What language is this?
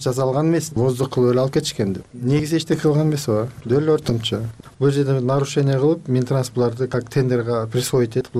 Kyrgyz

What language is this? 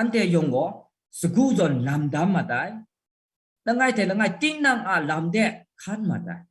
Kachin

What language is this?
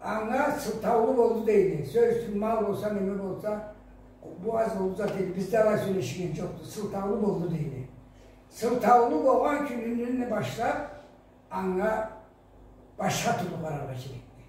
Karachay-Balkar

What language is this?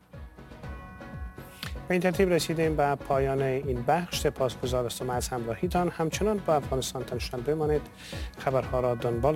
Persian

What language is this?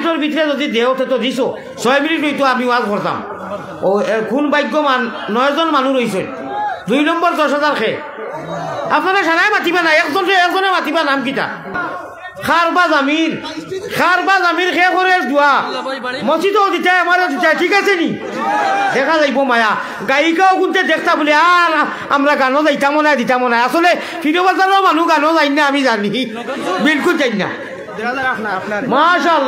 Sylheti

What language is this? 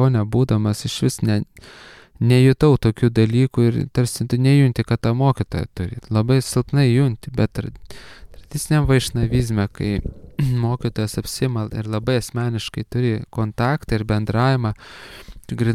Lithuanian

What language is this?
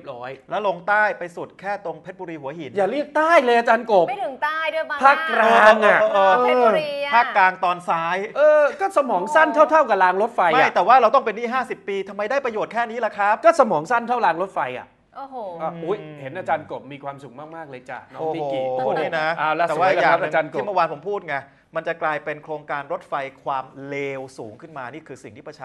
Thai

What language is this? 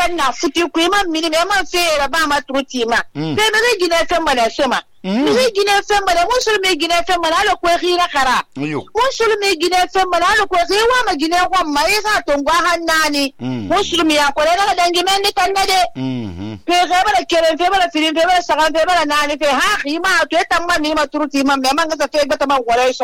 Susu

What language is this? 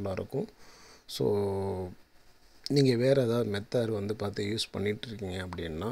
Tamil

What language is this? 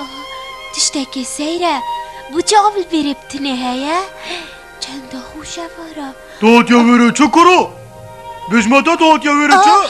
Kurdish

